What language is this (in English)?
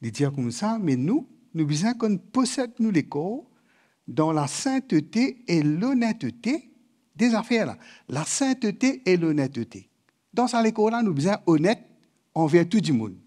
Morisyen